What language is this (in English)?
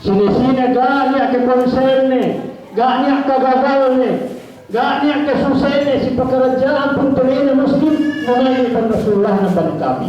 Yakan